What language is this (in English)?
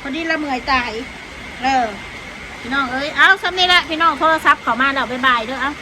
Northeastern Thai